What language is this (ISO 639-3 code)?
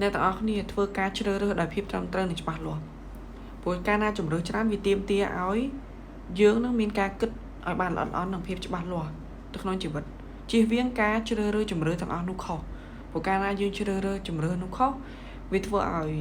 khm